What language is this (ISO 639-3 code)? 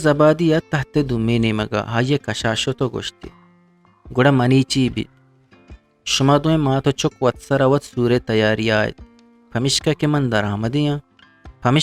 bgp